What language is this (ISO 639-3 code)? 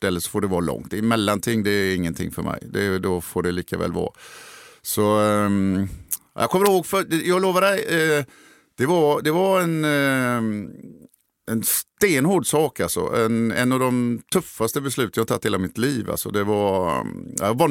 swe